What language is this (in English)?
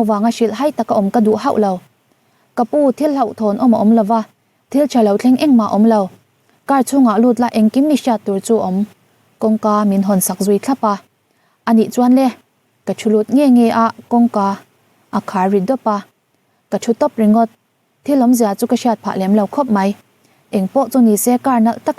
Mizo